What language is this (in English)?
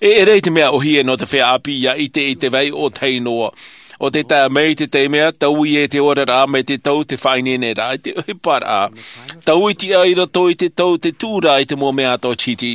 Tahitian